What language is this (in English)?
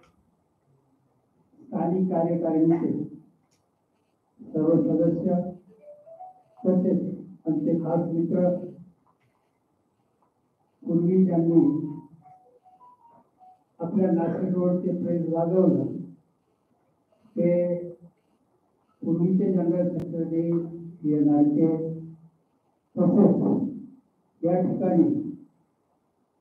Marathi